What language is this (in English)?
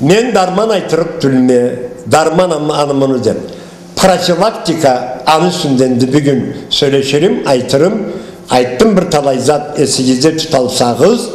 Karachay-Balkar